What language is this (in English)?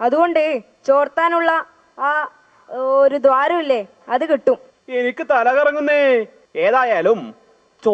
Malayalam